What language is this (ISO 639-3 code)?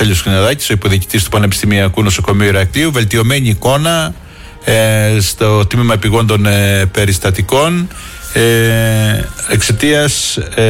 ell